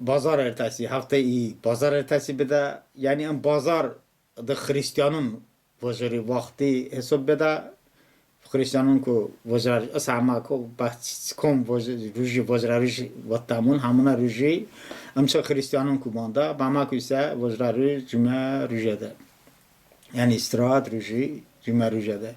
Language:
Talysh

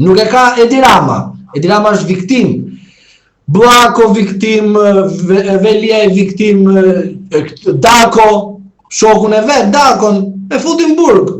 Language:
Albanian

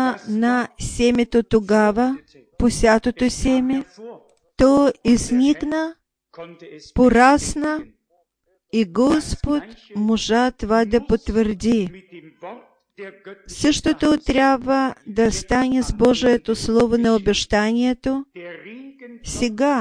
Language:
Bulgarian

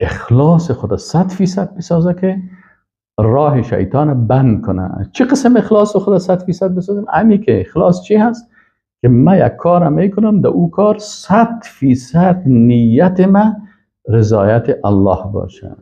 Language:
Persian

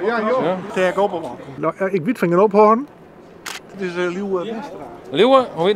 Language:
Western Frisian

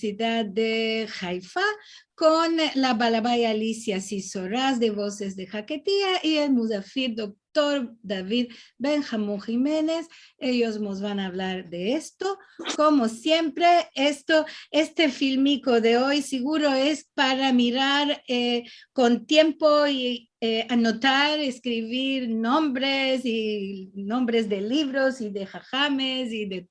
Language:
Ladino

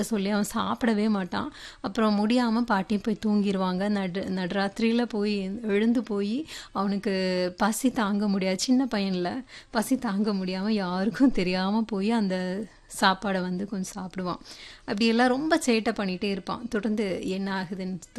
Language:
Tamil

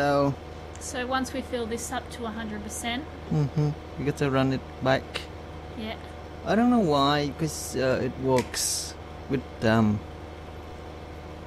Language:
English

